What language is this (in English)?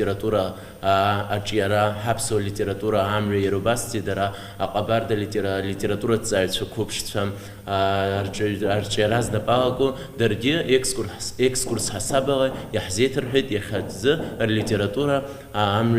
Abkhazian